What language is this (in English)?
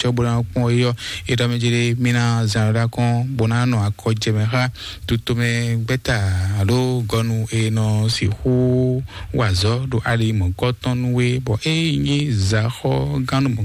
Fon